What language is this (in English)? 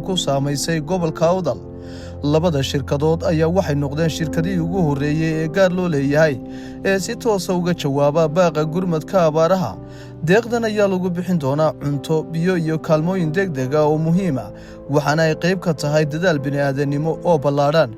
Somali